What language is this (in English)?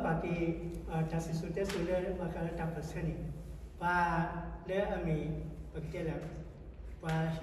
S'gaw Karen